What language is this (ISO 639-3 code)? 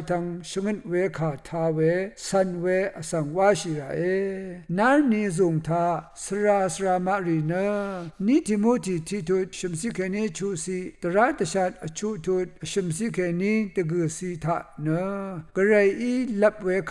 raw